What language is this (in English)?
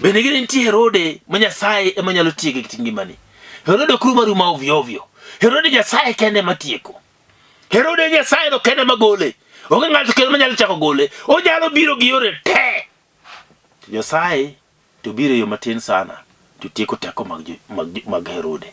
Luo (Kenya and Tanzania)